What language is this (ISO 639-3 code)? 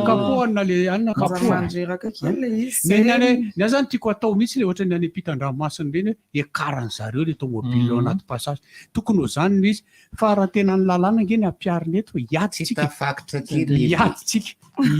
mlg